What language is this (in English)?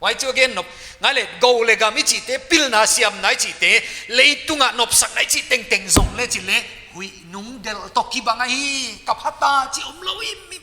Paite Chin